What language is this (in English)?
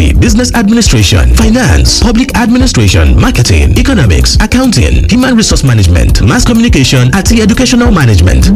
Yoruba